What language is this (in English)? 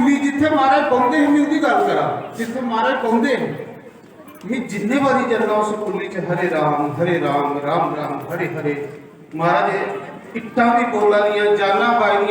Dogri